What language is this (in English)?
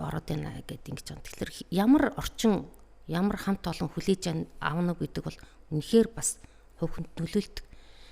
Mongolian